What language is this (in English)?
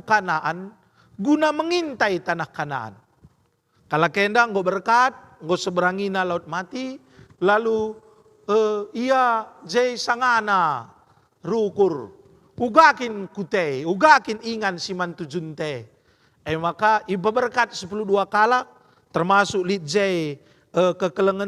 Batak Karo